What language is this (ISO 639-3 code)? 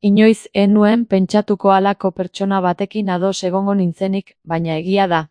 eus